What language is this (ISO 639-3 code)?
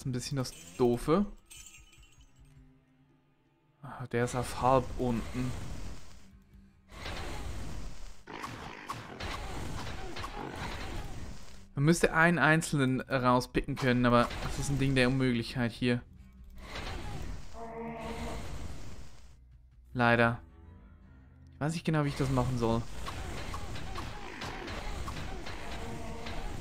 deu